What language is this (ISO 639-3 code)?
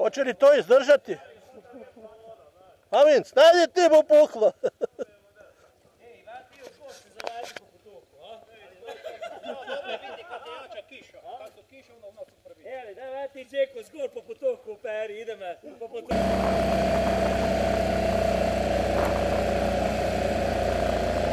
hrv